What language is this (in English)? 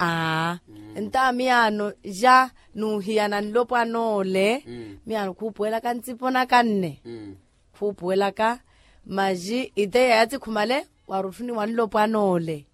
Makhuwa